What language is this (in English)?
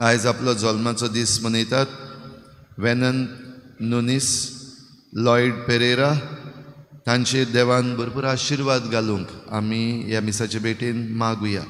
Konkani